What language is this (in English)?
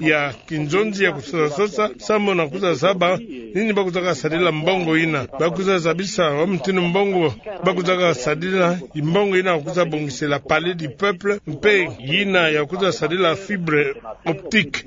Kituba (Democratic Republic of Congo)